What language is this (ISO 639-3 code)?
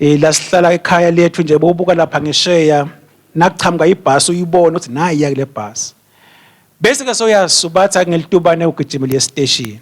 ssw